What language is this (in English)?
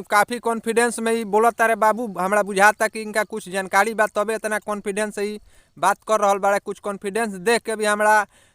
Bhojpuri